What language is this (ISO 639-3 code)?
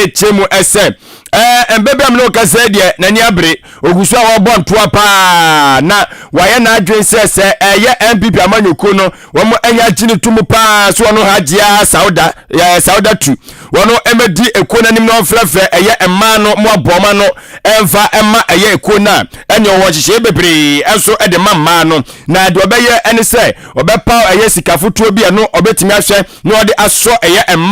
aka